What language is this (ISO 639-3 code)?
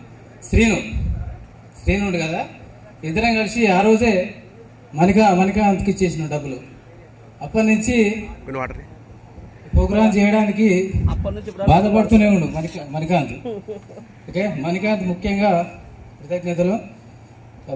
tel